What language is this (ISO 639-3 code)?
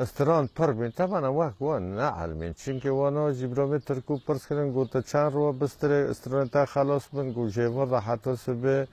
kur